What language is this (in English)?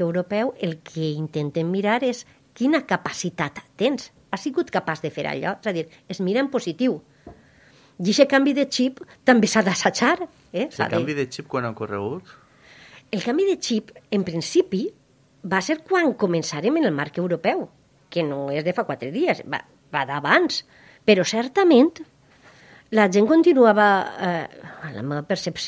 Catalan